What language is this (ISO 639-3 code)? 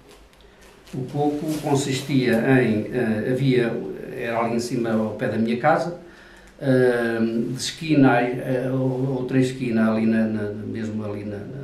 por